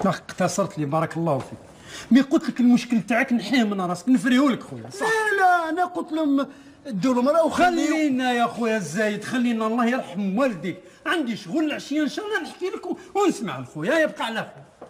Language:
Algerian Arabic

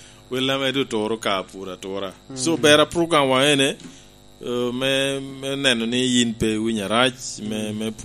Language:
Lango (Uganda)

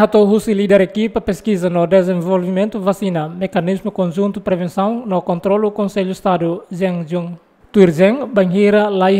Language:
Tetum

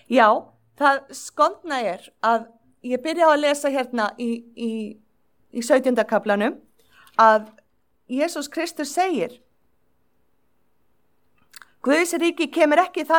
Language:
Icelandic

